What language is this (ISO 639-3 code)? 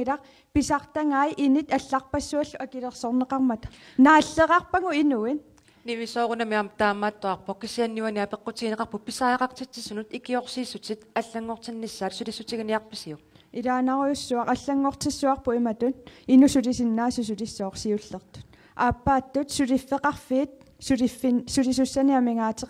kal